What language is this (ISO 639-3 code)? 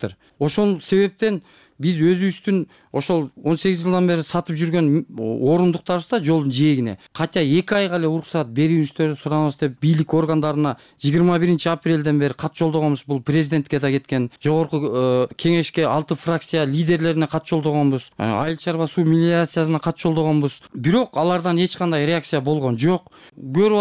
kir